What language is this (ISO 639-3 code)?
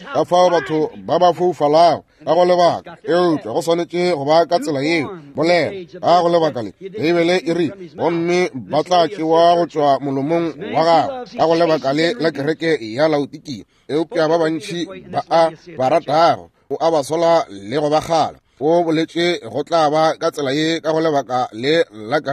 nso